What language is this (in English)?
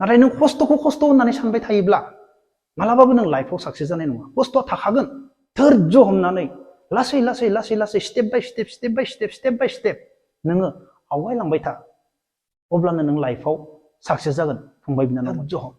Bodo